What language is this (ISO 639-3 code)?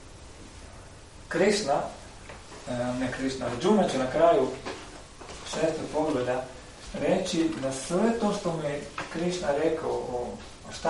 hrv